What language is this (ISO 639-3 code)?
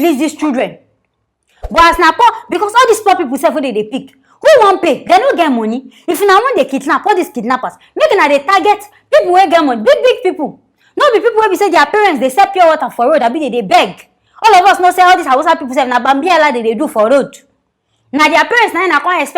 pcm